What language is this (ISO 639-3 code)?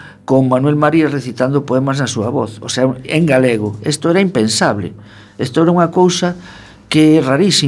glg